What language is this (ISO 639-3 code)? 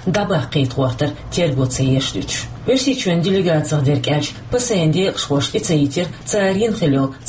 che